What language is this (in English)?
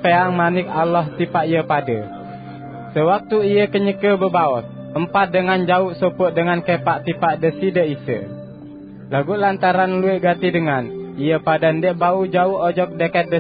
Sasak